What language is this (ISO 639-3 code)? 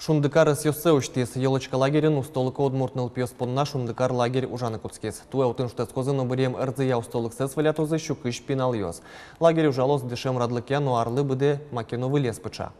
udm